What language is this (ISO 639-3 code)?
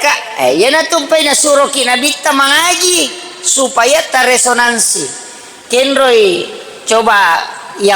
bug